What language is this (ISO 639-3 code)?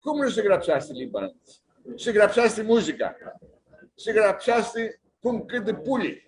rup